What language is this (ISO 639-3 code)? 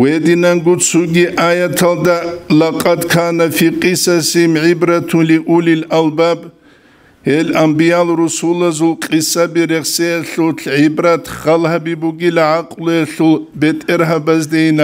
ava